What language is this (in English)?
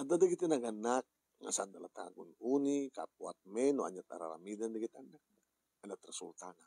Iloko